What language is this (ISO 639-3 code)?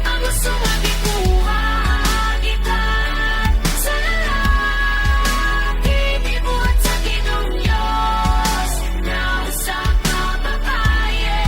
ceb